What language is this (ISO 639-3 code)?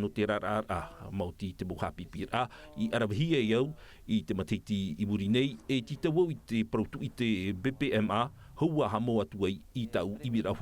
tah